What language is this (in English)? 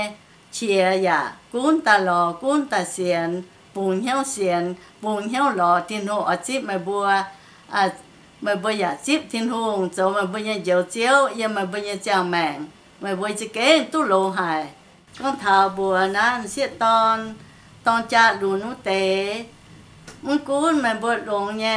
Iu Mien